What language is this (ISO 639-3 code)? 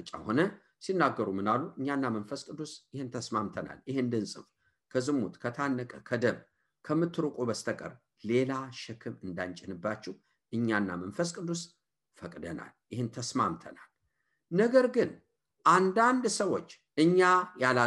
amh